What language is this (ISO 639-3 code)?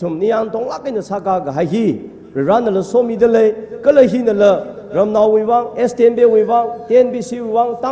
nmf